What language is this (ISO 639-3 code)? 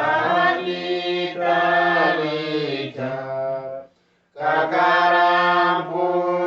udu